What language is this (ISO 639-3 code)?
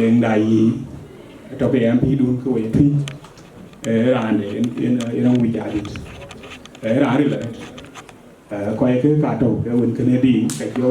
din